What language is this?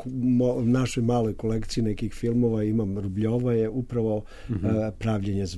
Serbian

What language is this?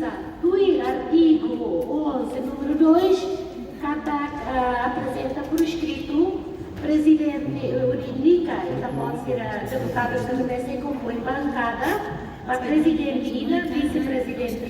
Tetum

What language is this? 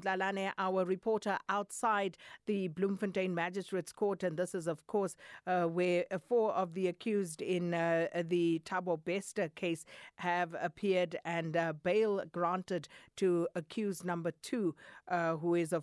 English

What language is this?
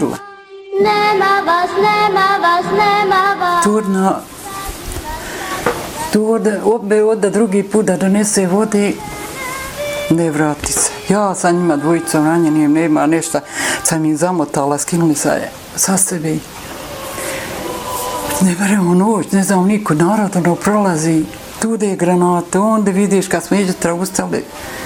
Bosnian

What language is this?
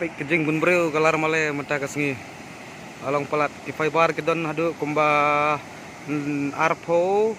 Khasi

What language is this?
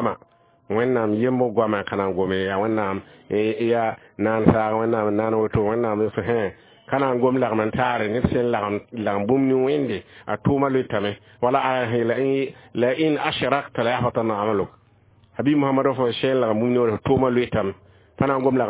Mossi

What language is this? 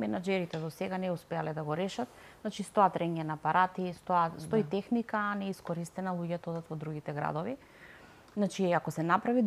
Macedonian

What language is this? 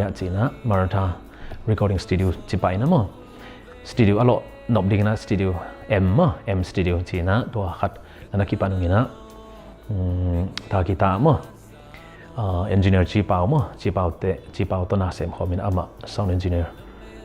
Tedim Chin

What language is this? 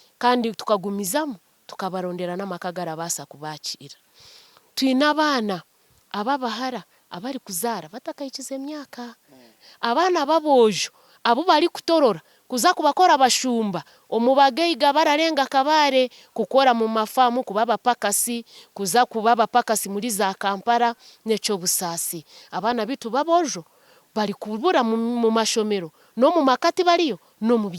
Nyankole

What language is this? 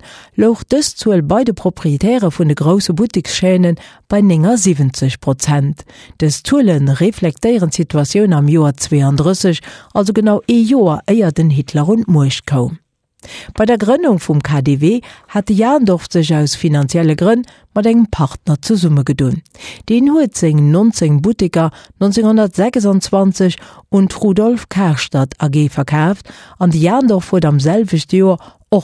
Luxembourgish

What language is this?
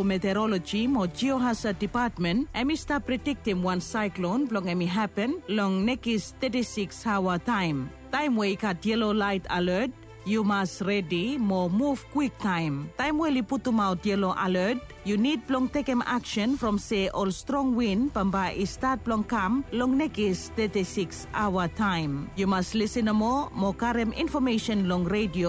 Bislama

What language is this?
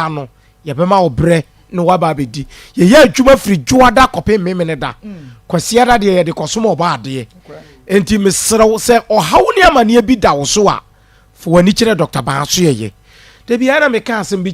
Akan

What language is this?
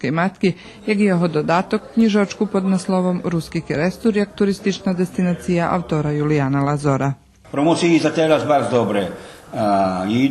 Rusyn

